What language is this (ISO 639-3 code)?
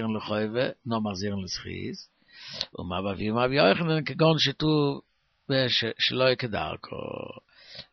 yid